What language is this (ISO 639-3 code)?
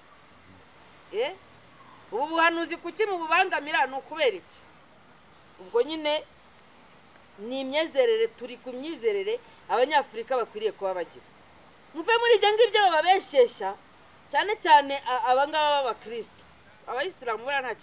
kin